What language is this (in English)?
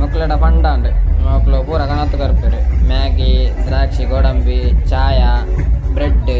Tulu